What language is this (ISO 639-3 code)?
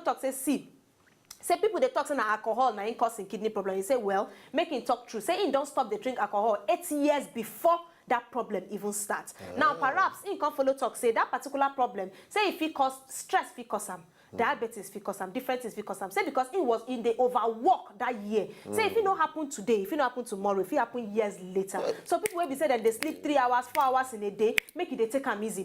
pcm